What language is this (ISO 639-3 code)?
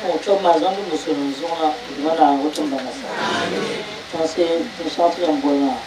dag